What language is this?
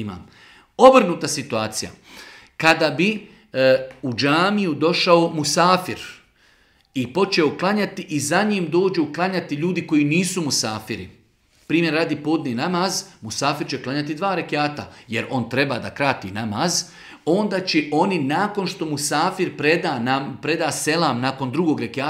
Bosnian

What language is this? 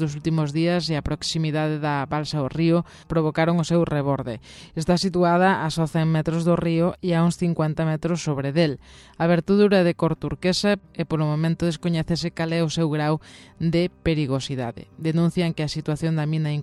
Galician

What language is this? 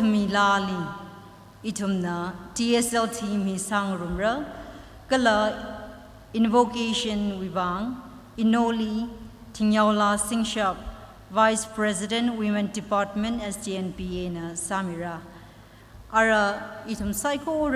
Tangkhul Naga (India)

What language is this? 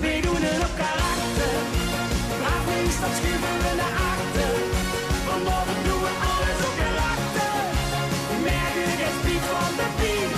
Limburgish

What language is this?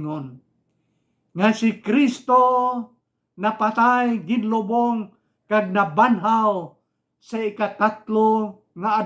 Hiligaynon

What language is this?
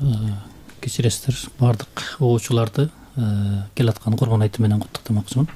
Kyrgyz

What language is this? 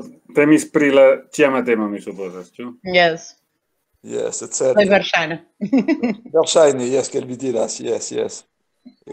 Esperanto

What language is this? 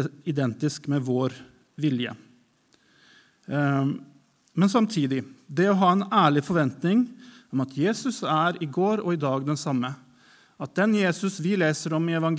Norwegian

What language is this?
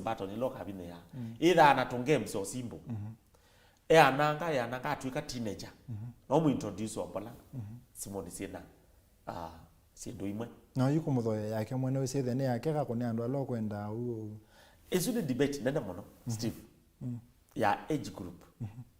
Kamba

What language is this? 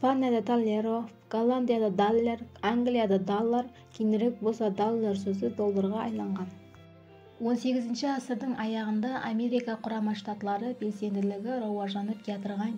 Kara-Kalpak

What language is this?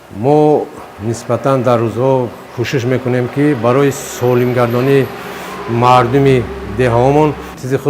Tajik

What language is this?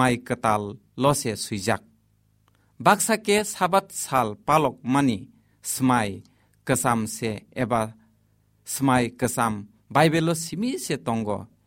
Kok Borok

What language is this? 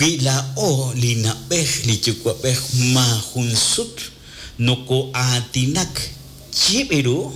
Kekchí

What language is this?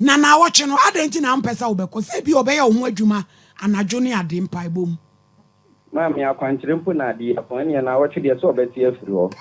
Akan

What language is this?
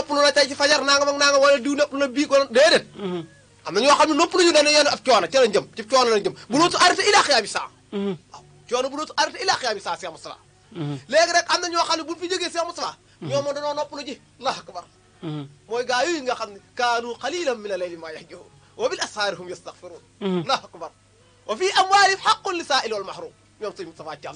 Wolof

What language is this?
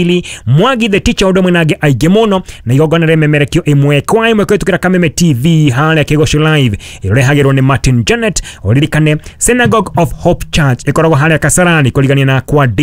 Kikuyu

